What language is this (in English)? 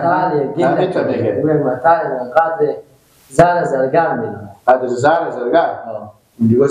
Persian